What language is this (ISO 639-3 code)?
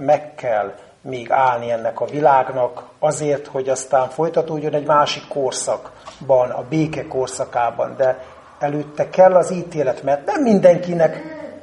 hun